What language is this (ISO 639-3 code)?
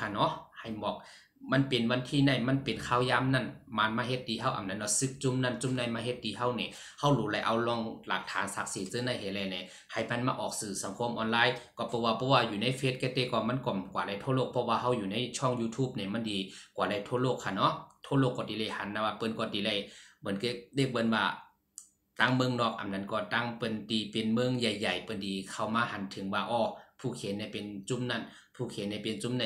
shn